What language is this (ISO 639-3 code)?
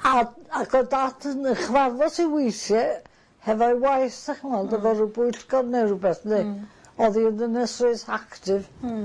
cym